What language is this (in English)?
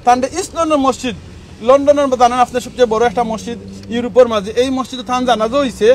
Sylheti